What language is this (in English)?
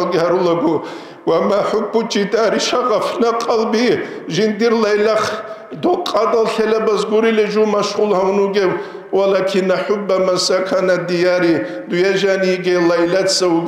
Avaric